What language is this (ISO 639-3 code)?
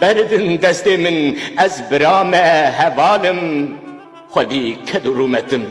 kur